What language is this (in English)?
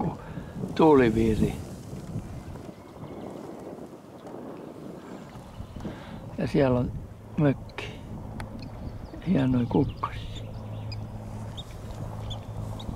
Finnish